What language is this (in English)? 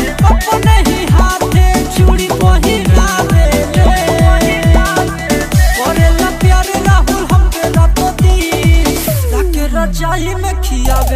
Bhojpuri